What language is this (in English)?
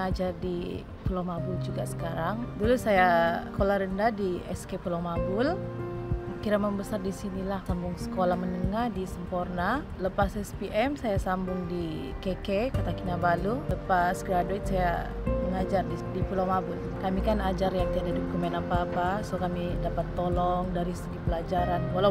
Malay